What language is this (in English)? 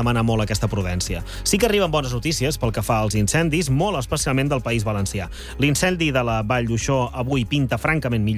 Catalan